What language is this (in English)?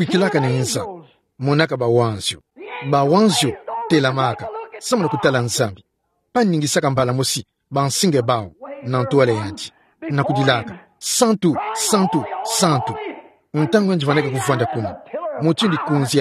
Kituba (Democratic Republic of Congo)